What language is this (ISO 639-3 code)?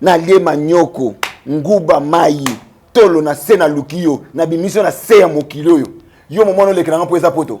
lin